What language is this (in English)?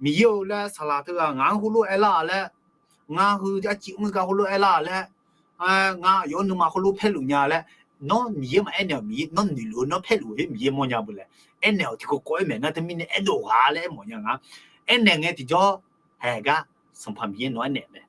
Akha